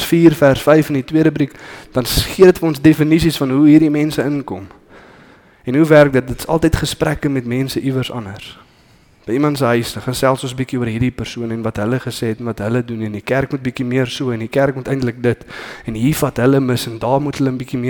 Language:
Afrikaans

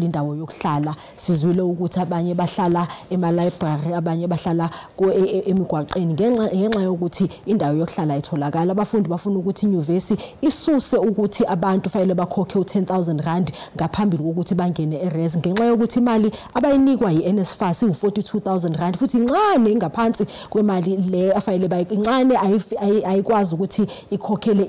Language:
Zulu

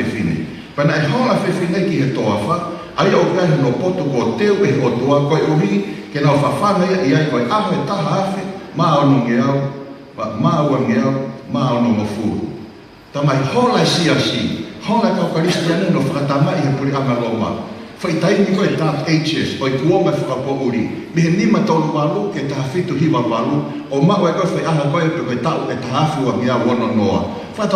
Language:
Tongan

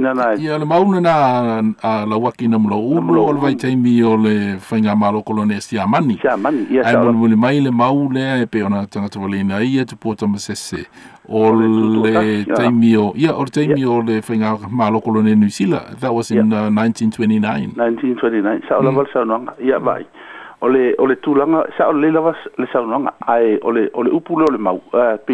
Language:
Samoan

